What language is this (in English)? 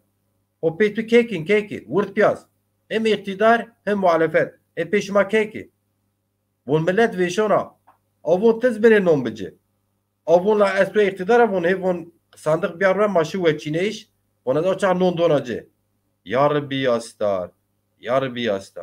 Zaza